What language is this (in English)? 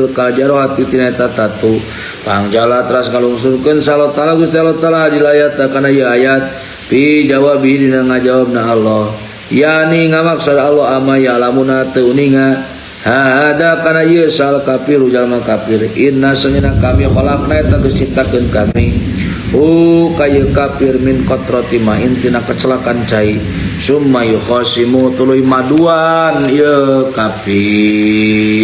Sundanese